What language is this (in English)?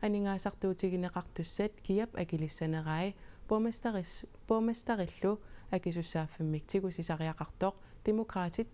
Kalaallisut